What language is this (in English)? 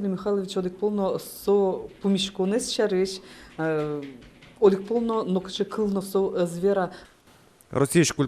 Udmurt